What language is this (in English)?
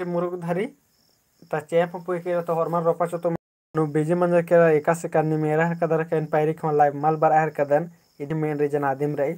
Kurukh